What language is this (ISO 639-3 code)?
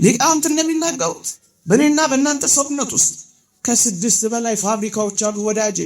amh